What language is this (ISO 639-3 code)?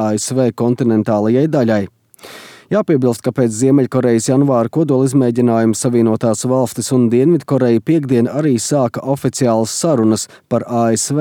lav